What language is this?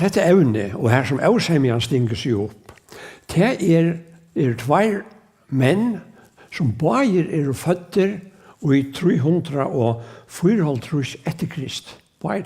Faroese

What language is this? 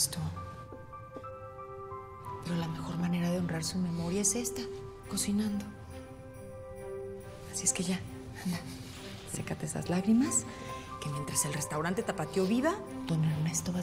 Spanish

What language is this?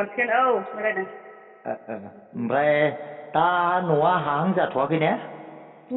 Bodo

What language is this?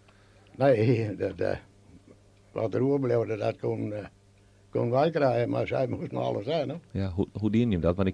Western Frisian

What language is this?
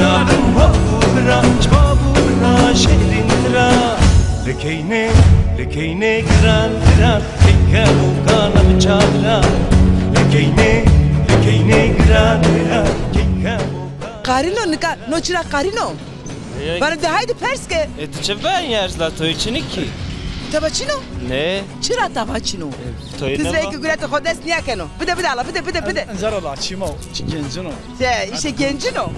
Zaza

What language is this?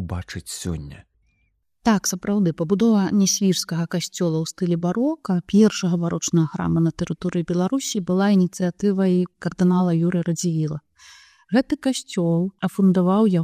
Belarusian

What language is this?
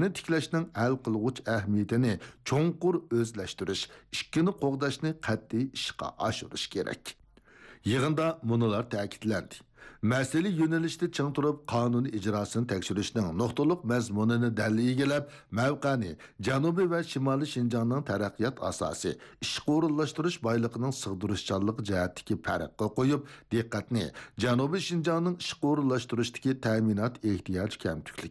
Uyghur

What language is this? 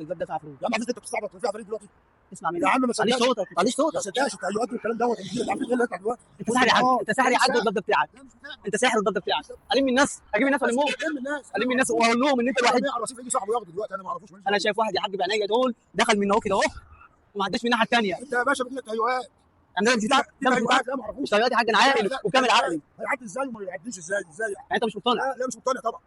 Egyptian Arabic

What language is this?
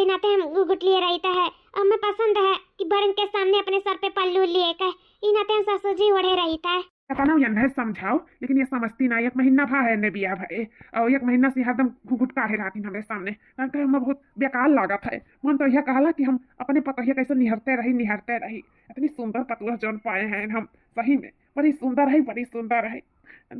Awadhi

